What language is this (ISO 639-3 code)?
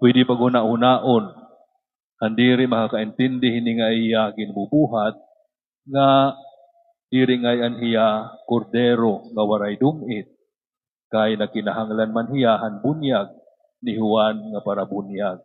war